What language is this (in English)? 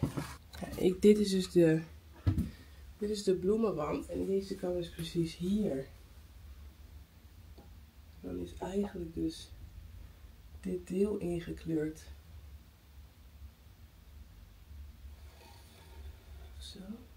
Dutch